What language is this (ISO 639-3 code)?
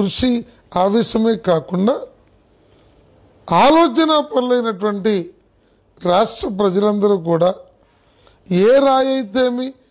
tel